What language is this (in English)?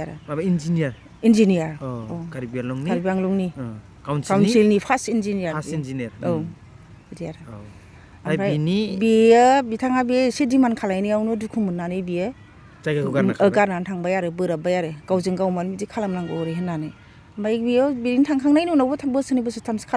Bodo